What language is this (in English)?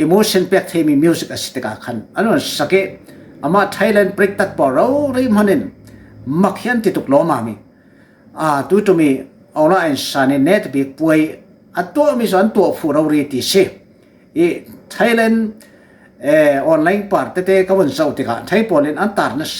Falam Chin